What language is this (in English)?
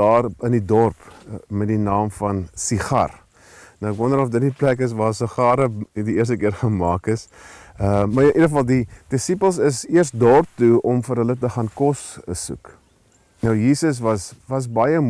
Afrikaans